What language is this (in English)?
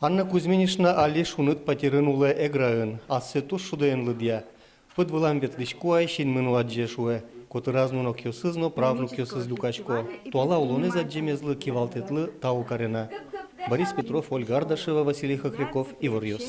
Udmurt